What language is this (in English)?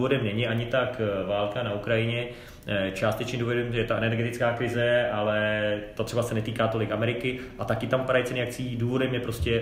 Czech